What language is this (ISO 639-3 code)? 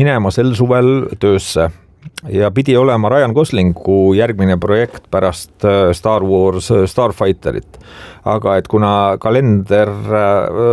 est